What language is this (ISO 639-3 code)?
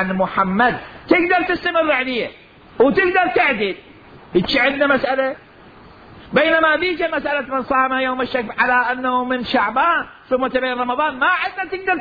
acm